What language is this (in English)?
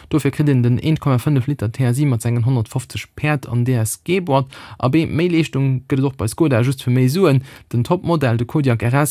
Luxembourgish